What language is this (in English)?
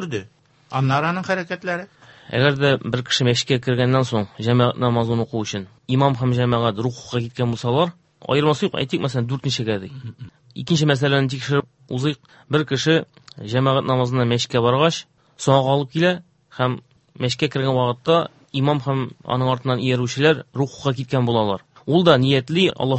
Tatar